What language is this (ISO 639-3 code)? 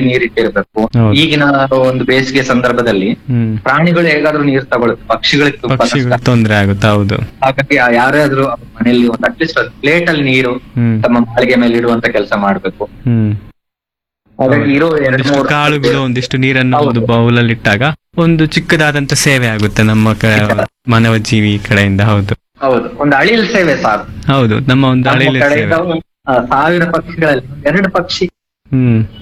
kan